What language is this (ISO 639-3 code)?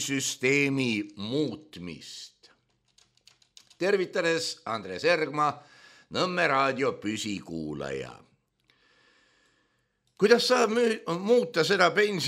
est